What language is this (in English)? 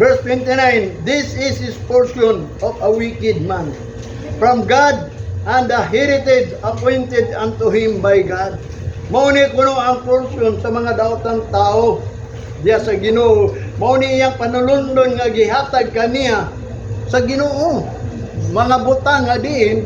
Cebuano